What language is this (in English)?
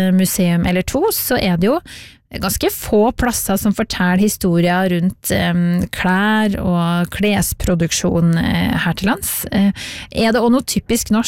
Norwegian